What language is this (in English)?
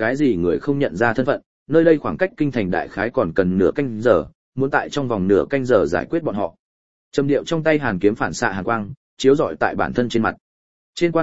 Vietnamese